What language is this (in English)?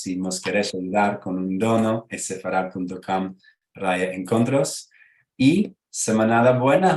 Ladino